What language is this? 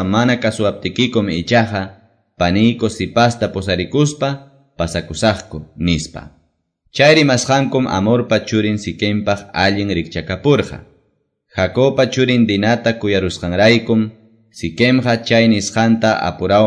Quechua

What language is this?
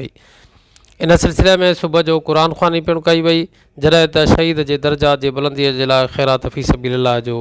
Sindhi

